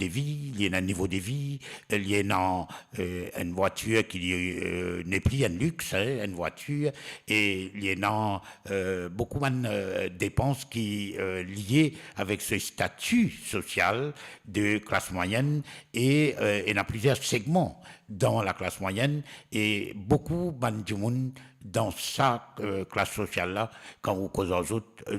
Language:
Morisyen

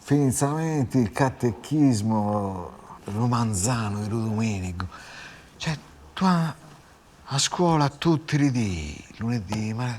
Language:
Sardinian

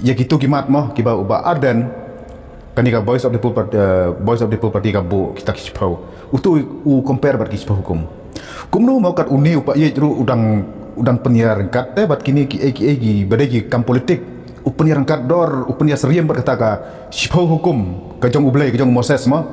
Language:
Khasi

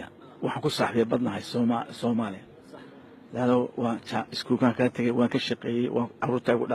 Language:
Somali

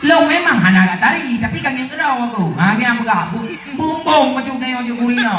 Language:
Achinese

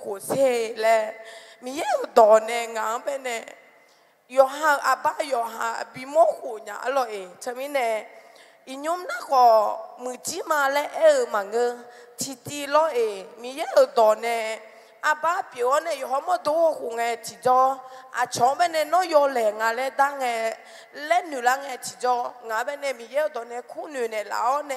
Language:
Akha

